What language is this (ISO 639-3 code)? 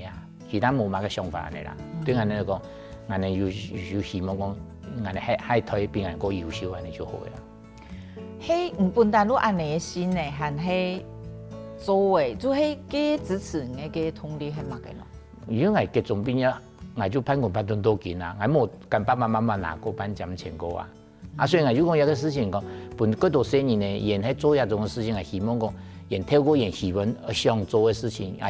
hak